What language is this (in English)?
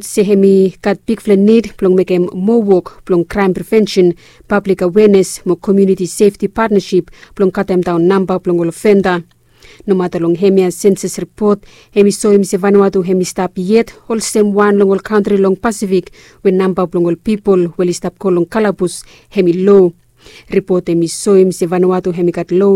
Bislama